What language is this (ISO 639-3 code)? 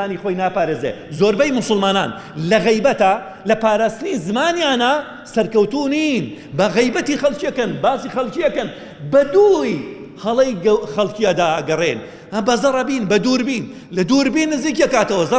ckb